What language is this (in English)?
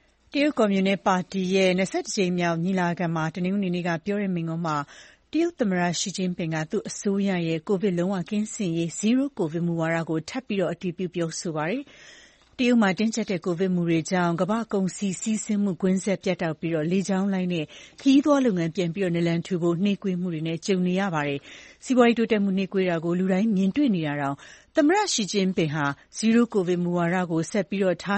Burmese